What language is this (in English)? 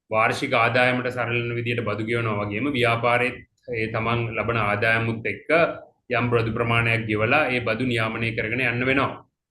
Sinhala